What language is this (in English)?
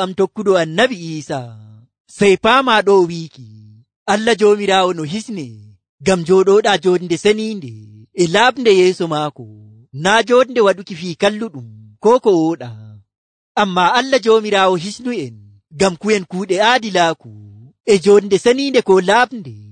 Nigerian Fulfulde